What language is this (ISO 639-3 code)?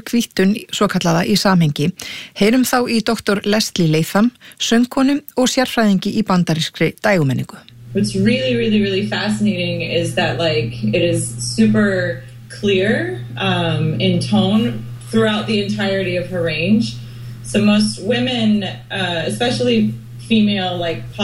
isl